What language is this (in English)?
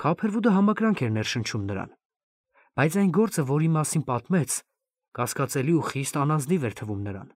Armenian